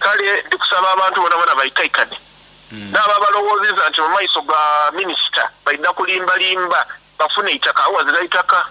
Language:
Soga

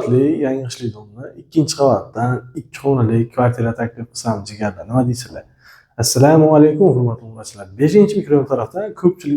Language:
Uzbek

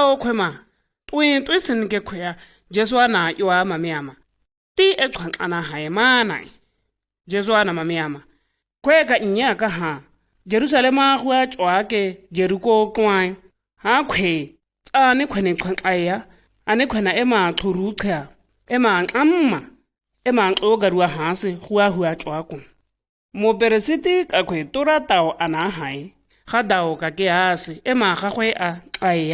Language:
Shua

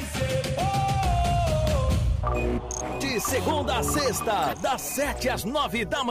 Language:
Portuguese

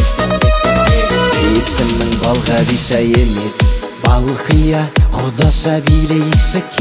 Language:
Kazakh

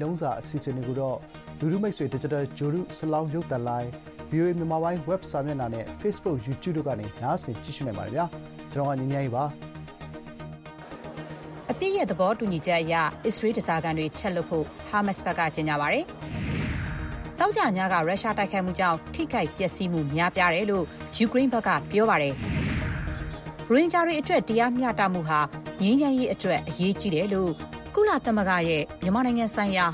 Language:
Burmese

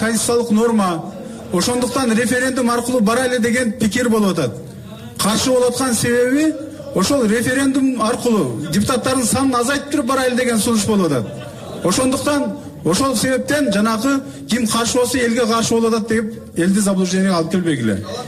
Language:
Kyrgyz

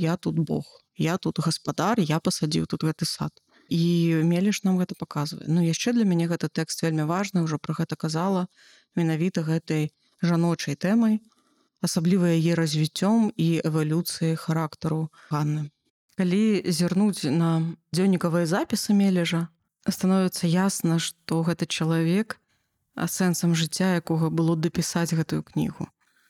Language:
Belarusian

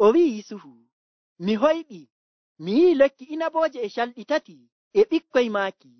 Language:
Nigerian Fulfulde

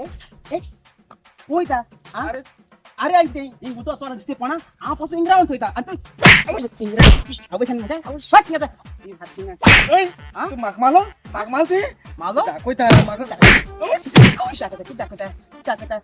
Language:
Konkani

